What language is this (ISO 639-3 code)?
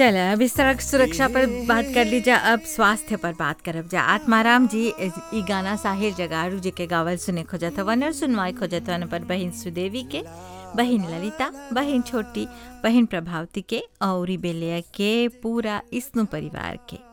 bho